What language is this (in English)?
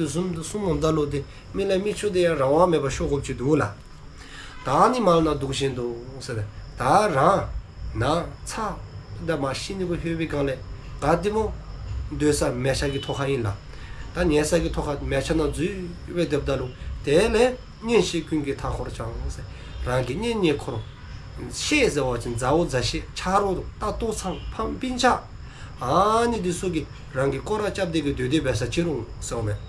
Dzongkha